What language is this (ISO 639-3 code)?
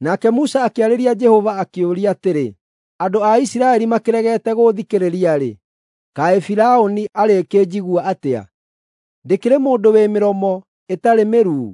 kik